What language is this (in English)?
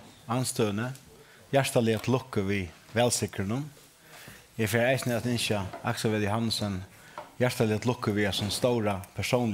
Faroese